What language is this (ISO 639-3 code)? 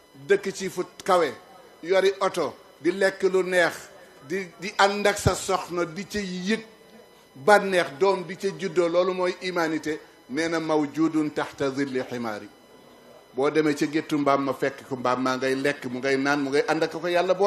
wol